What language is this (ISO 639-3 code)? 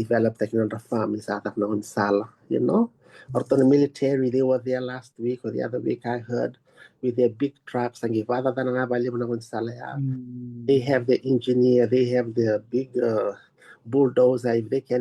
fij